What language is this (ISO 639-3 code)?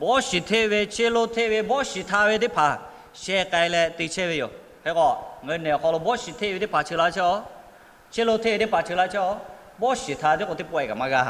lhu